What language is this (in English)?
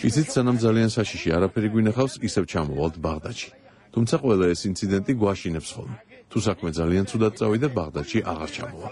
Georgian